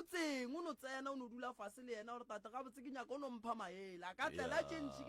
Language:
Northern Sotho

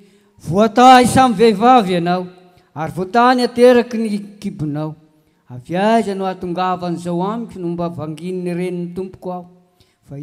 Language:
Malagasy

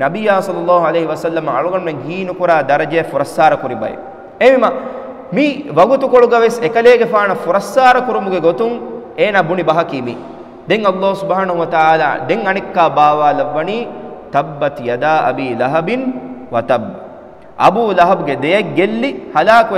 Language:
Divehi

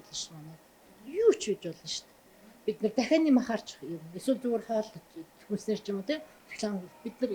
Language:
Mongolian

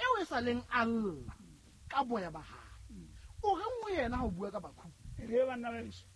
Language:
Southern Sotho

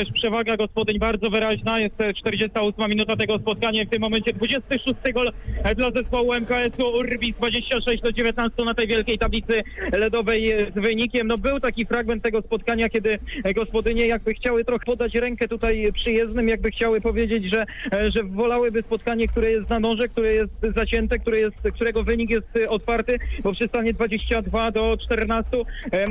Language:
Polish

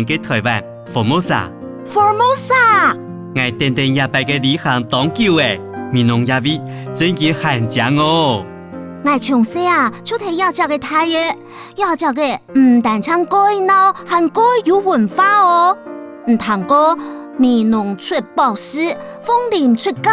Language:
Hakka Chinese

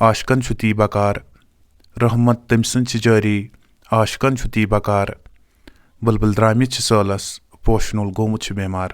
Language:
Kashmiri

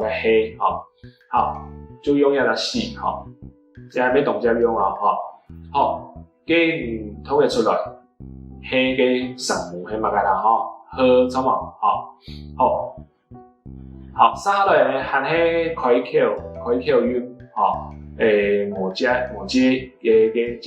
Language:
Hakka Chinese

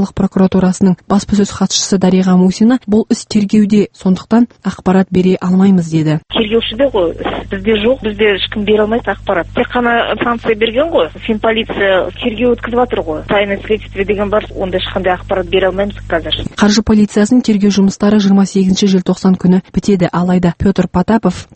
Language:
Kazakh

